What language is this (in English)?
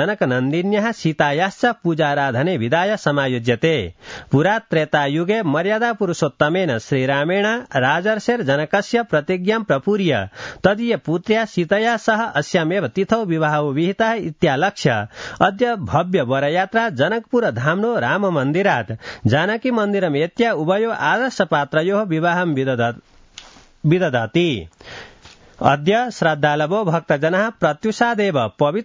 Sanskrit